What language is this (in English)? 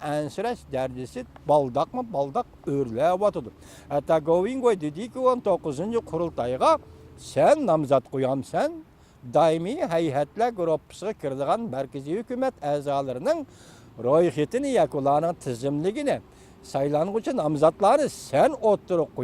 Uyghur